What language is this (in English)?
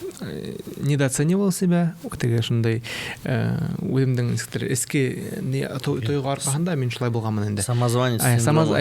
Bashkir